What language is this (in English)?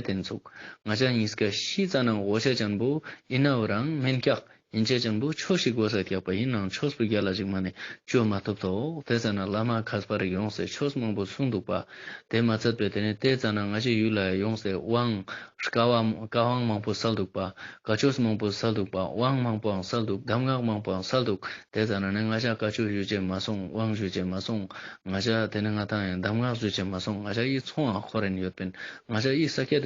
Ladakhi